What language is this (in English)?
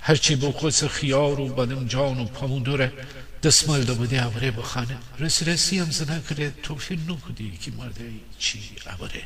Gilaki